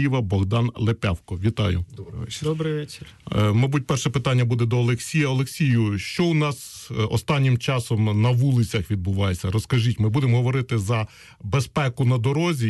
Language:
Ukrainian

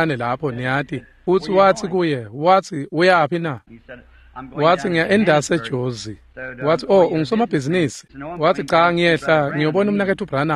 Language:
Swati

